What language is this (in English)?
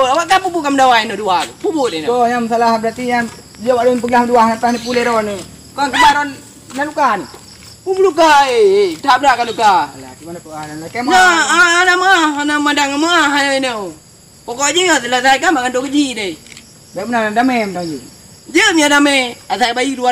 Achinese